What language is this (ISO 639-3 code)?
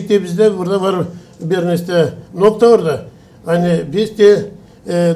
gag